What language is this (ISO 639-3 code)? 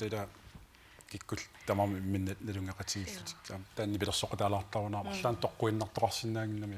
kal